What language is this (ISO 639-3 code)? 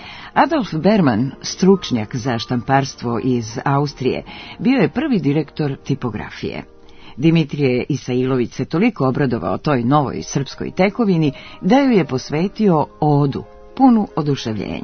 srp